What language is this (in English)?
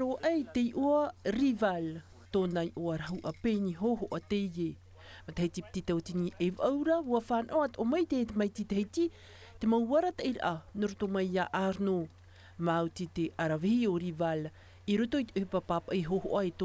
Tahitian